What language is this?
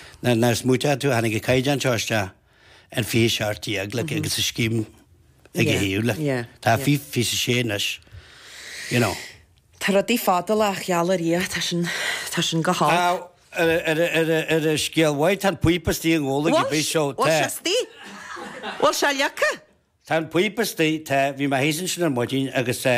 Irish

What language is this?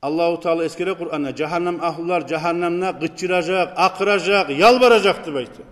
Kumyk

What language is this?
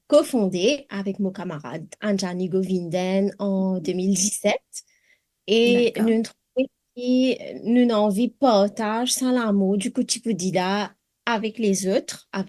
Morisyen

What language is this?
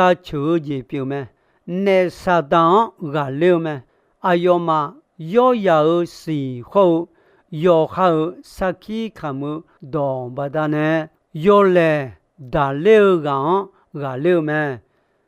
Akha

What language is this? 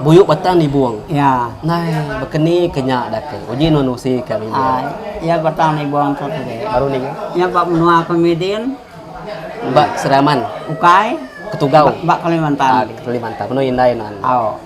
Iban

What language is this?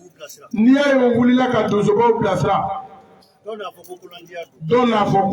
Bambara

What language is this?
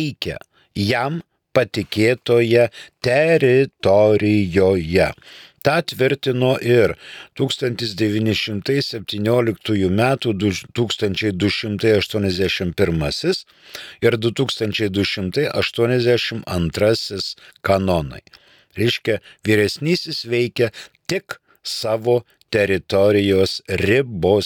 Lithuanian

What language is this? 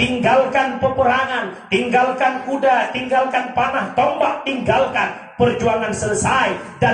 Achinese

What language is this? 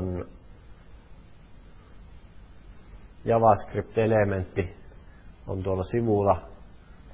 Finnish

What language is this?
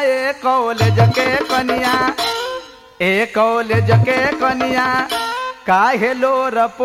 Bhojpuri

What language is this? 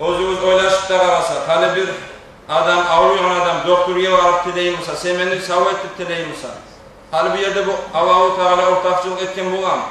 Kumyk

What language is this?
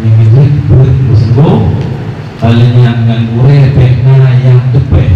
Achinese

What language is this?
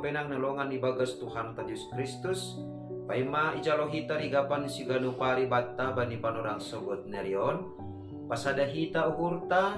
Batak Simalungun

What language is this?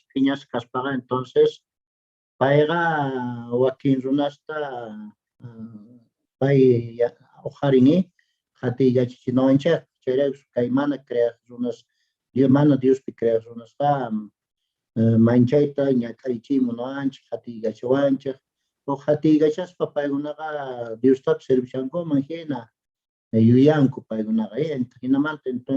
South Bolivian Quechua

